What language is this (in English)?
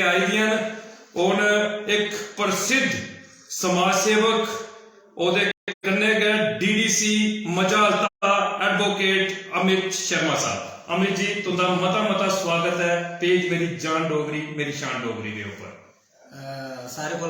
Dogri